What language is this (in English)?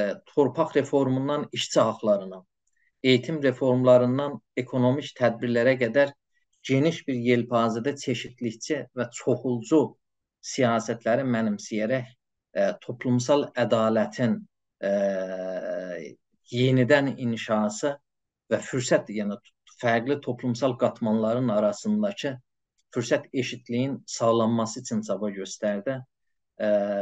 South Azerbaijani